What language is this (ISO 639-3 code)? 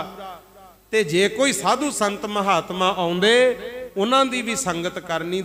pan